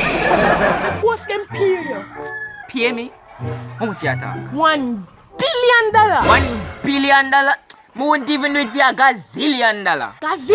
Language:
Jamaican Creole English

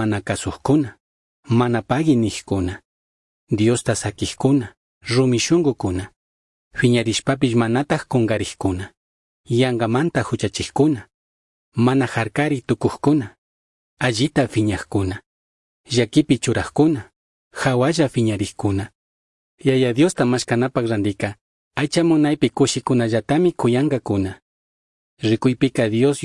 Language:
Chimborazo Highland Quichua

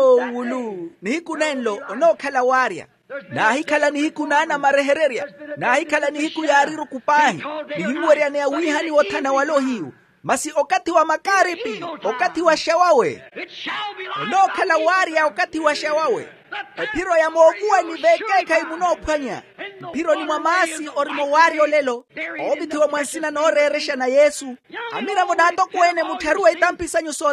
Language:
Makhuwa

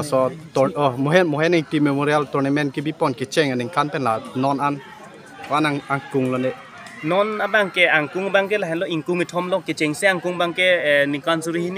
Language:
Karbi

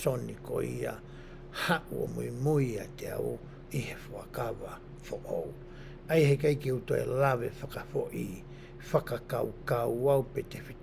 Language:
Tongan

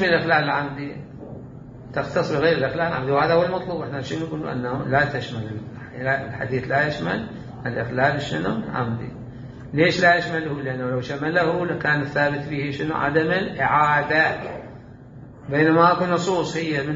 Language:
Mesopotamian Arabic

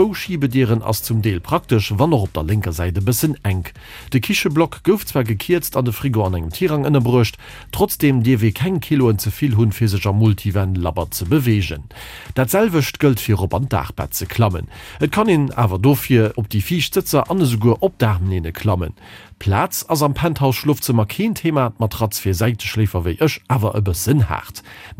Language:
Luxembourgish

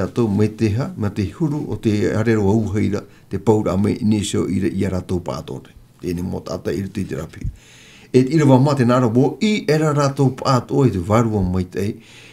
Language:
Tahitian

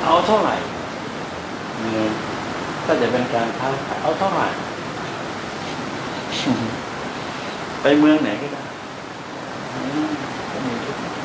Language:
Thai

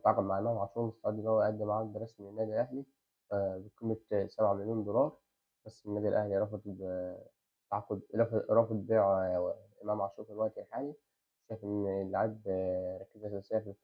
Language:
Egyptian Arabic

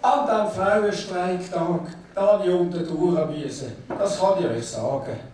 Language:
Swiss German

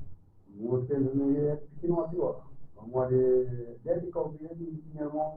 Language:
Kabuverdianu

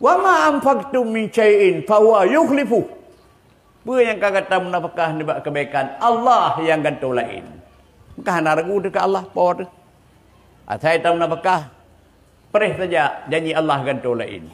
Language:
Achinese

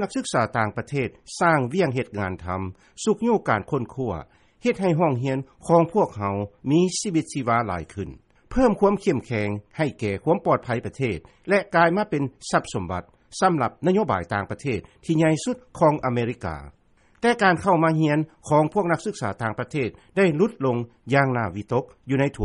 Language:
Lao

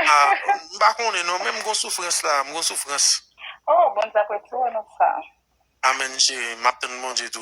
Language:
Haitian Creole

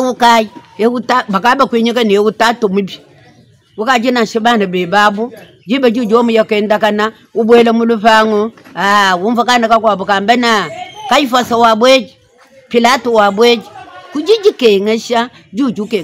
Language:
Luba-Lulua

